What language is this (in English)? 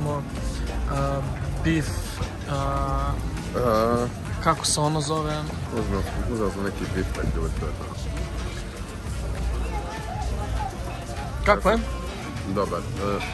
Croatian